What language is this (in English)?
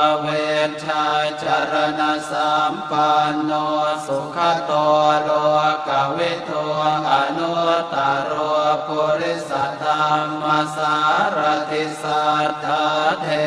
Pali